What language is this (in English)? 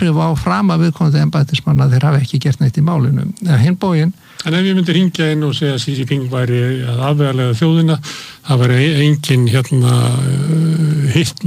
Icelandic